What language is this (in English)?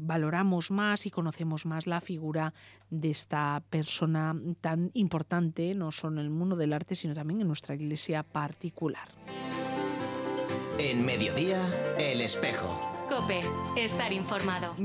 Spanish